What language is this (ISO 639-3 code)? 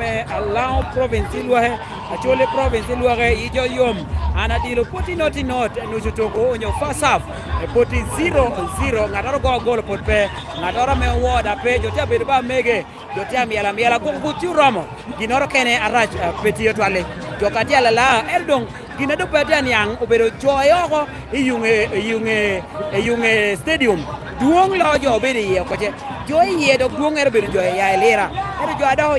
laj